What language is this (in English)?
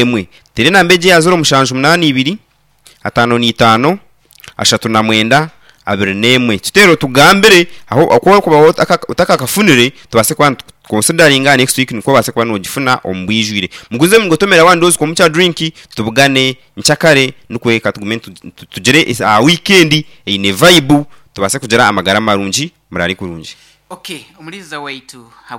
Nyankole